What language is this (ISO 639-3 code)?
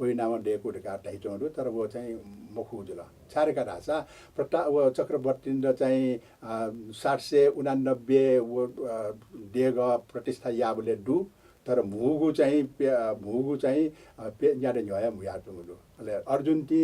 new